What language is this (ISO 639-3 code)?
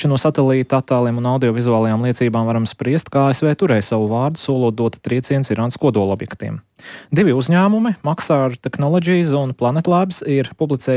lav